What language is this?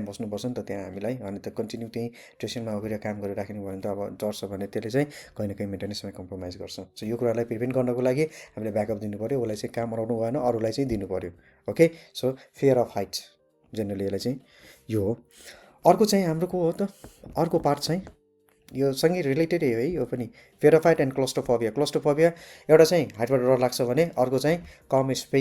Nepali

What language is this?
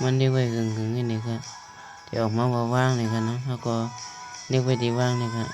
Shan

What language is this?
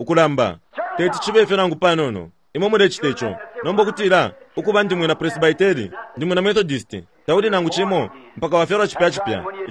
Bemba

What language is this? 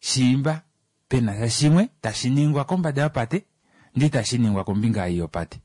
Kuanyama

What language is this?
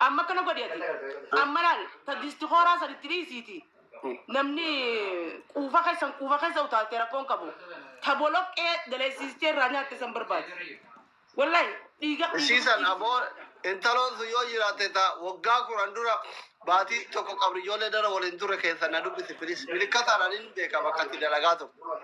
Oromo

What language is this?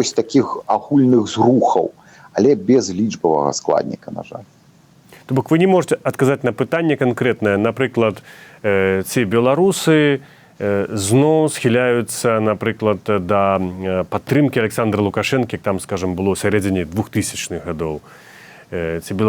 Belarusian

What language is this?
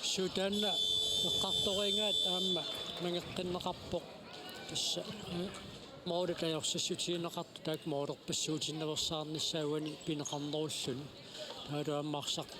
Kalaallisut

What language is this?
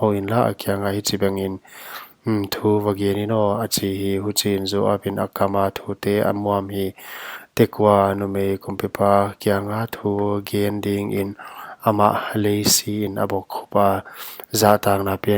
Paite Chin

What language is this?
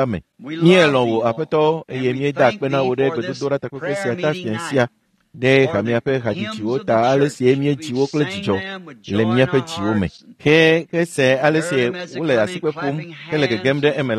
Ewe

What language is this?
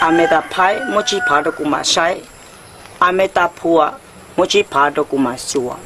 Hmong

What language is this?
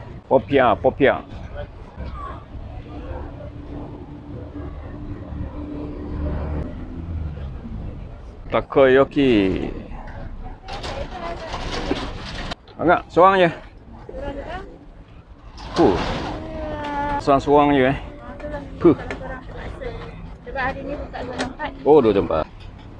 Malay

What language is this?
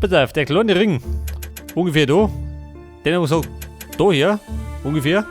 Bavarian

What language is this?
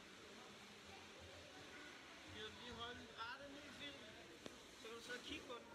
Danish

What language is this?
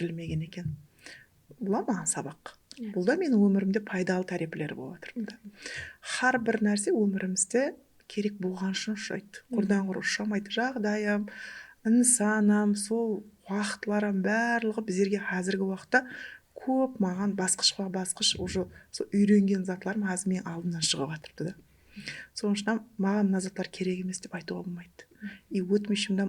Kara-Kalpak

